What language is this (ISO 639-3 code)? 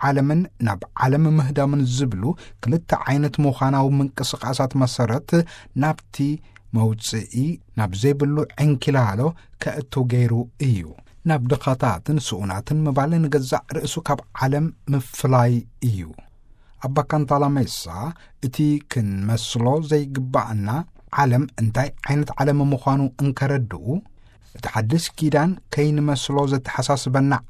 tir